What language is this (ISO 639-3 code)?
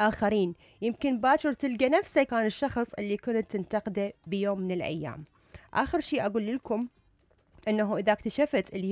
acm